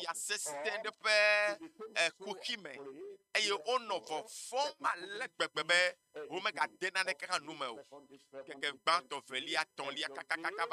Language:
Ewe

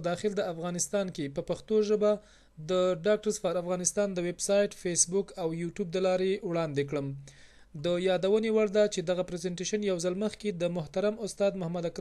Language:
Pashto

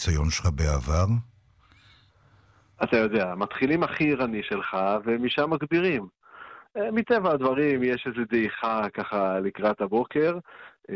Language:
Hebrew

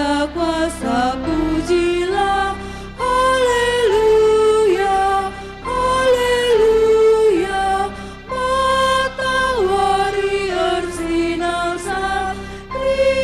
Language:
Batak Karo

